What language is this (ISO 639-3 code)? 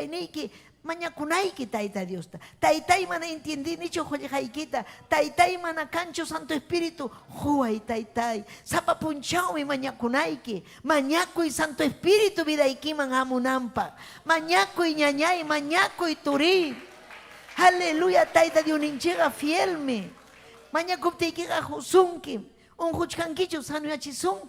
quy